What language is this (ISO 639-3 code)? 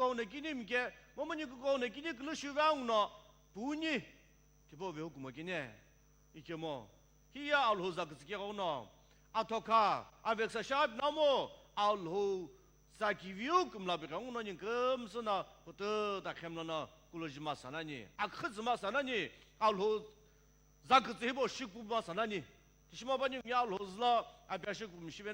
nsm